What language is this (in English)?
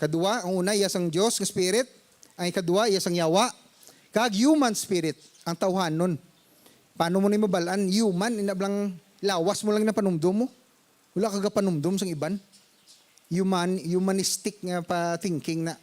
Hiligaynon